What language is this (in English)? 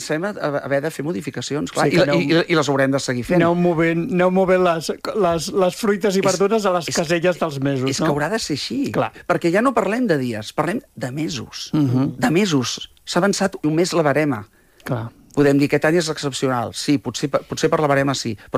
Catalan